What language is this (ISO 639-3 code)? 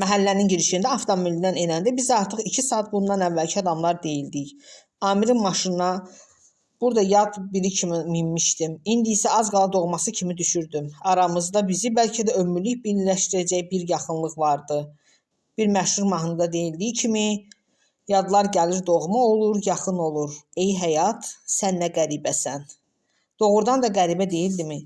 aze